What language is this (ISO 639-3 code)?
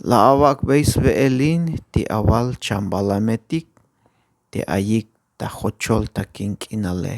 tzh